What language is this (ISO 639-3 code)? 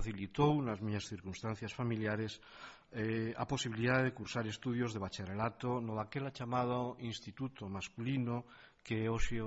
glg